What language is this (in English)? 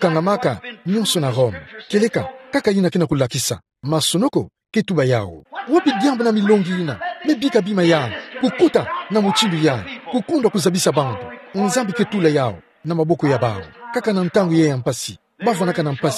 Kituba (Democratic Republic of Congo)